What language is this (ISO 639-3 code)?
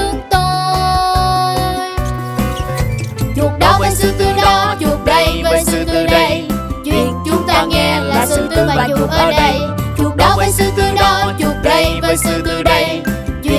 vie